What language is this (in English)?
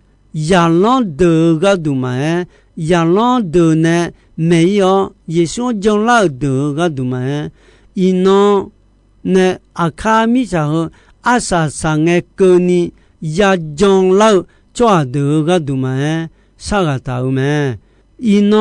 Akha